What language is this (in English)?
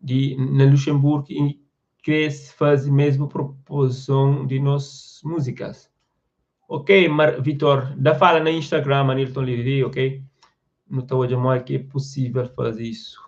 Kabuverdianu